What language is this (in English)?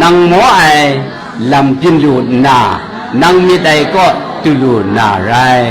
Kachin